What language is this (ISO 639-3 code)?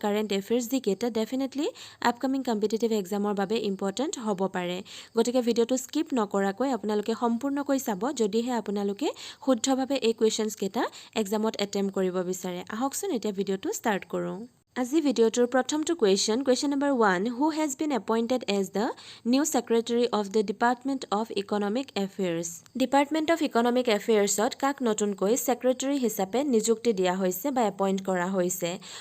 asm